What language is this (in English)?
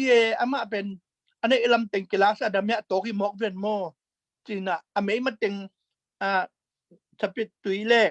Tedim Chin